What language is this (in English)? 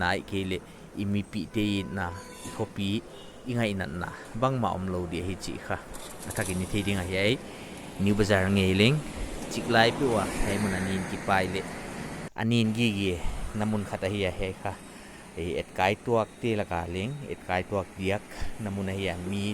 Paite Chin